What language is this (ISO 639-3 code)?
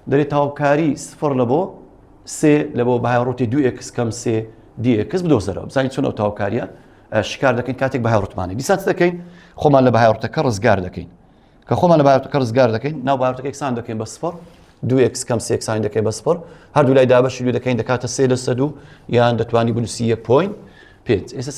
ckb